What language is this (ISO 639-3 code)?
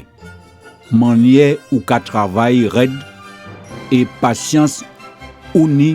gcf